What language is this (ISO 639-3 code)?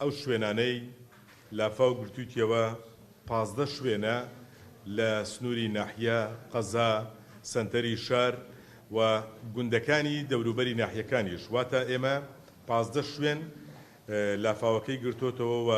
ckb